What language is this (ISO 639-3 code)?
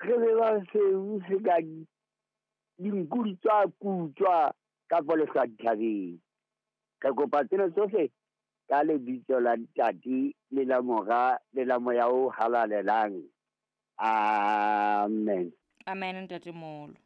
sot